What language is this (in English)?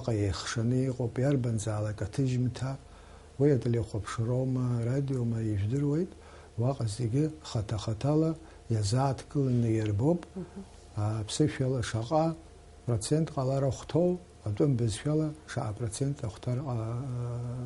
Abkhazian